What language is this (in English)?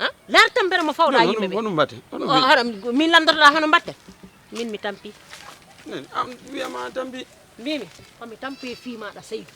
Fula